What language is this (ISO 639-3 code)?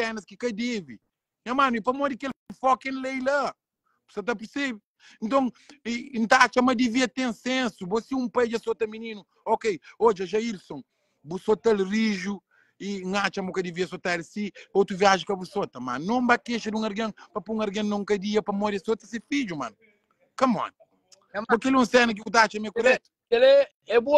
kea